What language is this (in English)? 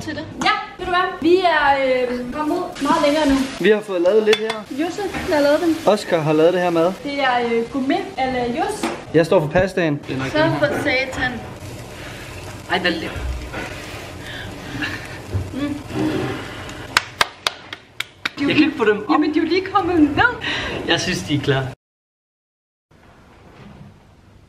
Danish